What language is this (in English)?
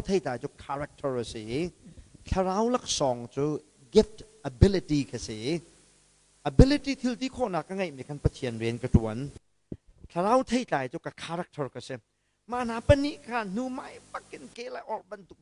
Hakha Chin